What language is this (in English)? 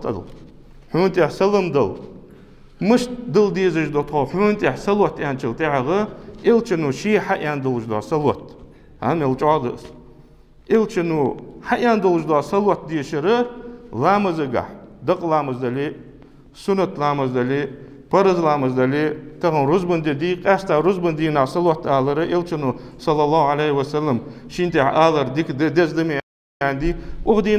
Ingush